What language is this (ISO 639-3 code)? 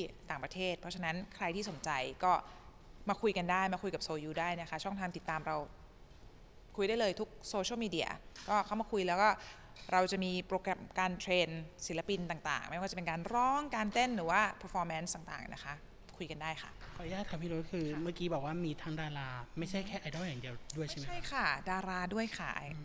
tha